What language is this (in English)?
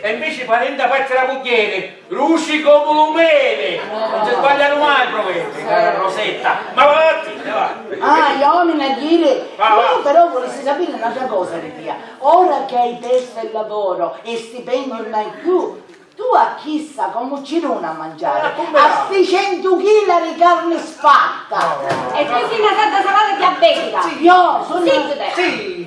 Sicilian